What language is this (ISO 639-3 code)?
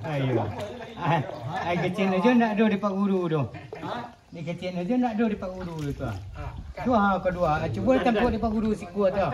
min